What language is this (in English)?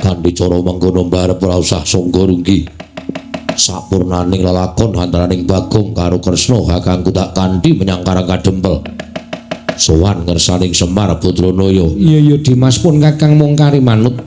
Javanese